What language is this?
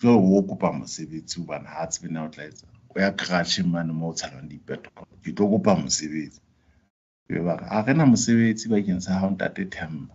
Southern Sotho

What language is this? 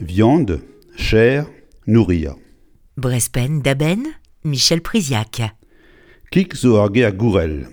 Breton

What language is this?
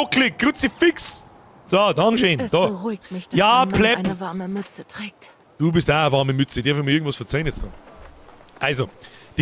Bavarian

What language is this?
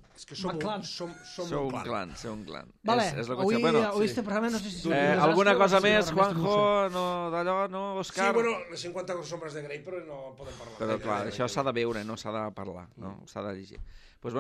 Catalan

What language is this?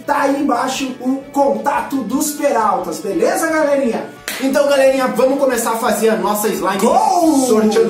Portuguese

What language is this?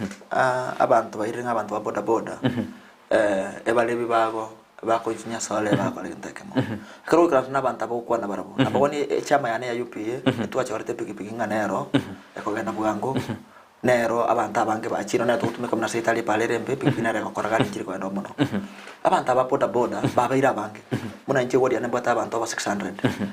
Gusii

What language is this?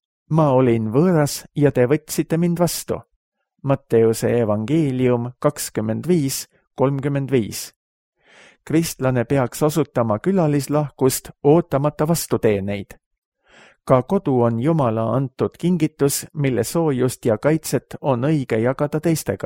Estonian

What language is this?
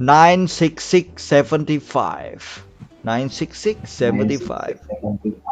Banjar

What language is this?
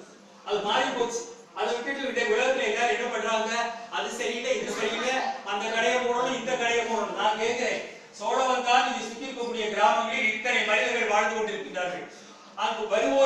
Tamil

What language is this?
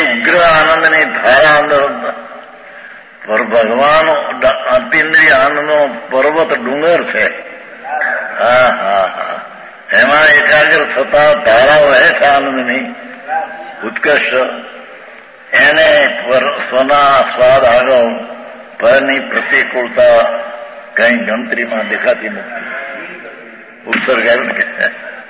Gujarati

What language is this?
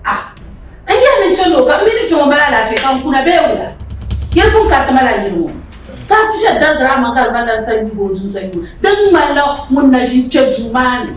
Dagbani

